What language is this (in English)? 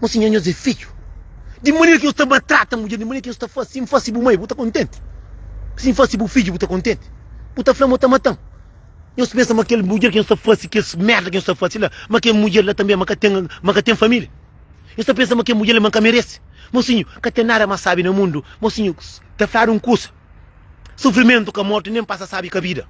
Kabuverdianu